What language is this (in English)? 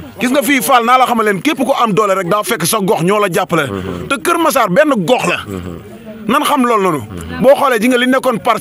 Wolof